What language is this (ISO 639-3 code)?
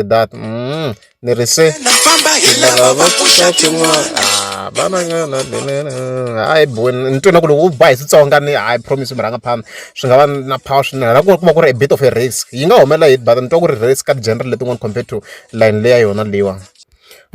tso